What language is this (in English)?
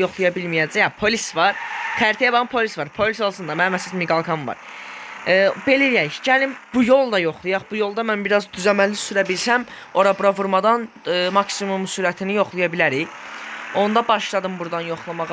Azerbaijani